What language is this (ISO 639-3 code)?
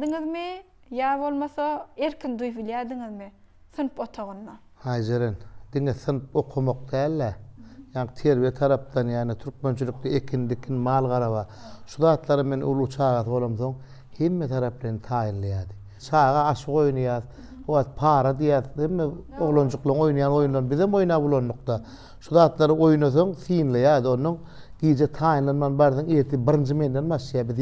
tuk